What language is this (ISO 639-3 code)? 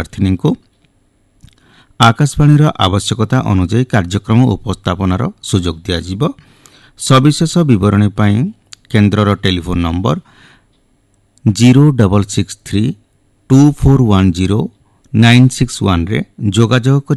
ori